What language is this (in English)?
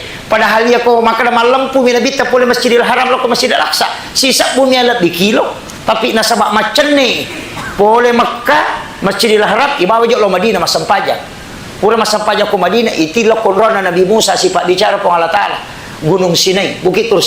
Buginese